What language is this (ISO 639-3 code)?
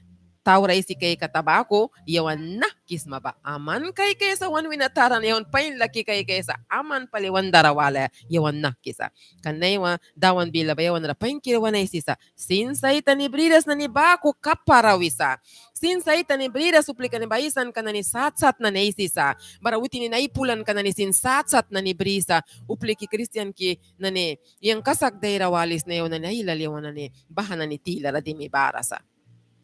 miq